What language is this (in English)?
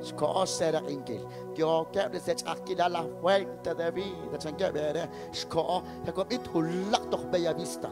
Kekchí